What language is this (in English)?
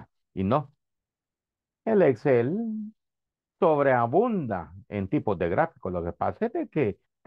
Spanish